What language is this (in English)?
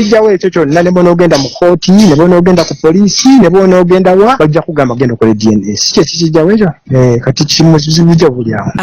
Ganda